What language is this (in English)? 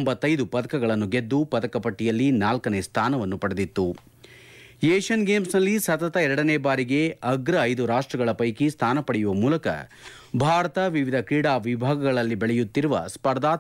Kannada